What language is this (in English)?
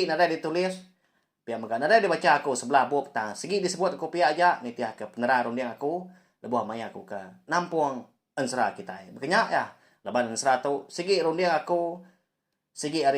Iban